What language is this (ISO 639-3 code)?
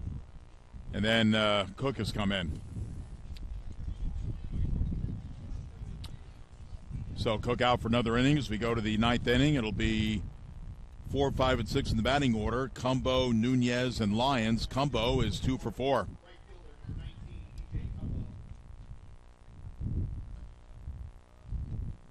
eng